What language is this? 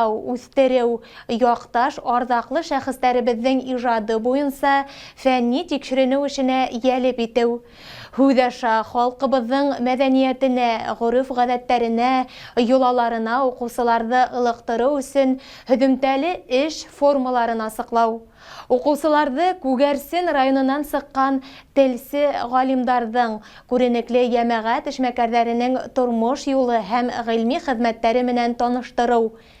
Bashkir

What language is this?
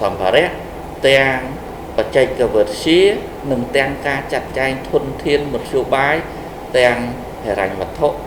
Khmer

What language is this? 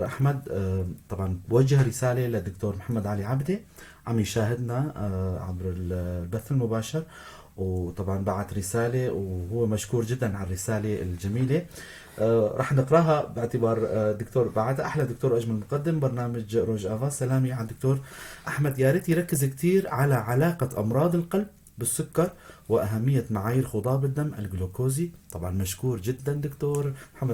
North Levantine Arabic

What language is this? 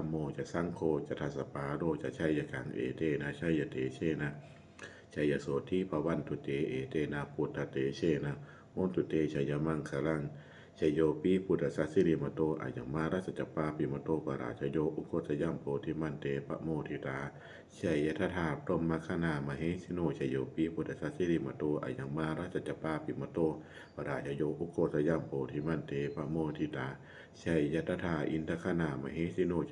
Pali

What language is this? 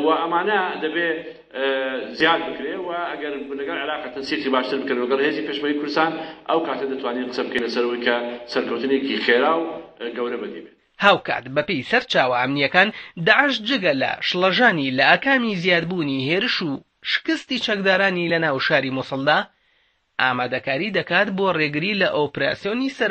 Central Kurdish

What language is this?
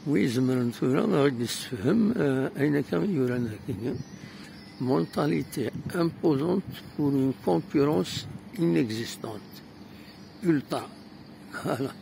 Kabyle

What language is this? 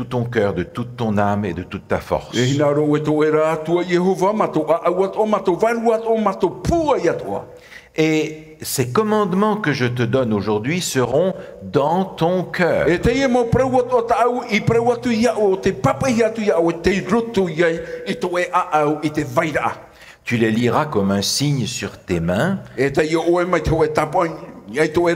Tahitian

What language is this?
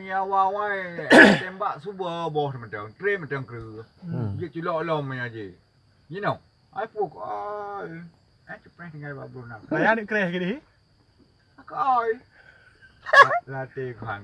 Achinese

